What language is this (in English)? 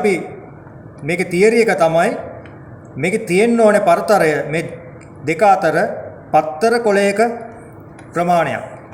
Sinhala